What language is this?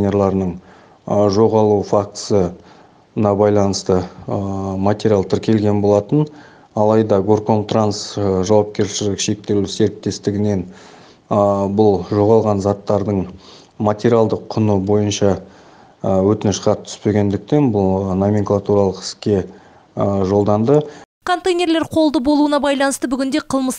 Kazakh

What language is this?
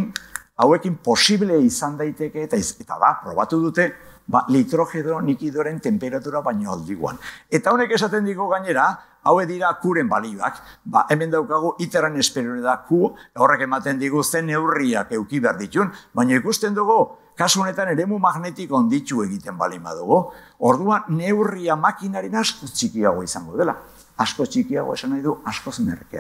Basque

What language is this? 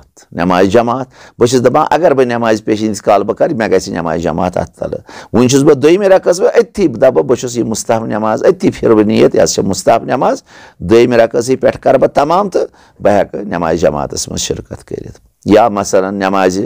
Kashmiri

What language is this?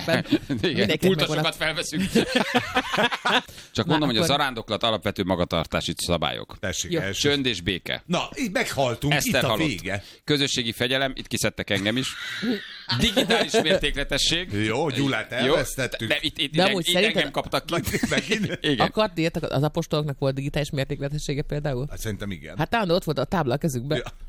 Hungarian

